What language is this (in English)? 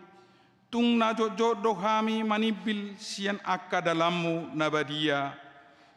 Batak Toba